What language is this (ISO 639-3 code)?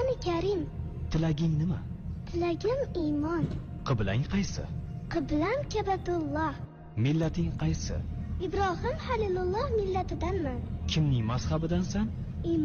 uzb